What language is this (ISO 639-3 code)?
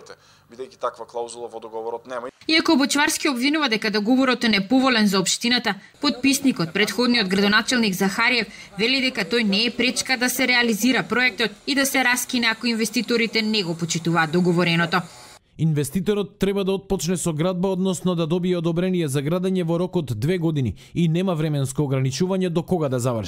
mkd